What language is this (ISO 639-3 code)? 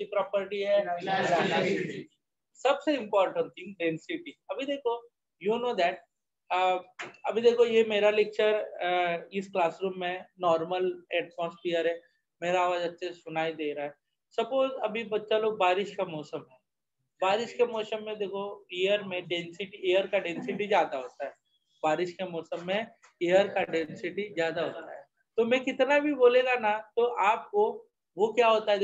hin